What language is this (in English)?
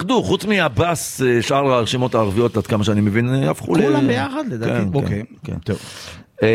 Hebrew